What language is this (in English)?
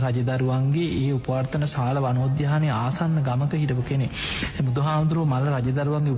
Sinhala